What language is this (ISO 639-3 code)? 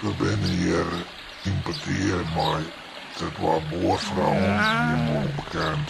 fry